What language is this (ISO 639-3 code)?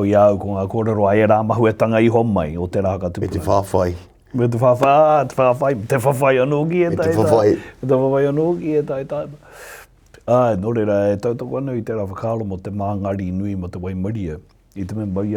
mri